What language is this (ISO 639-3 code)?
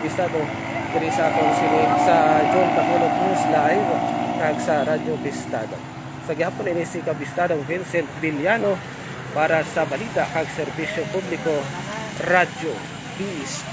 hil